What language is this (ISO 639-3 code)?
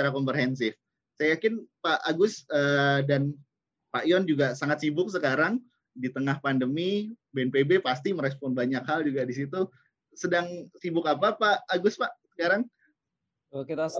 ind